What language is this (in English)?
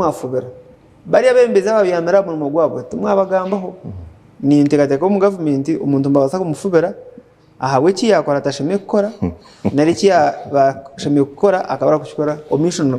Nyankole